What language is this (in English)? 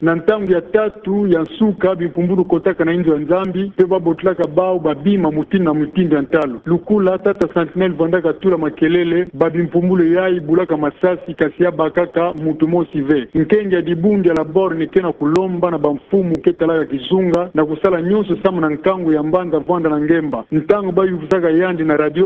Kituba (Democratic Republic of Congo)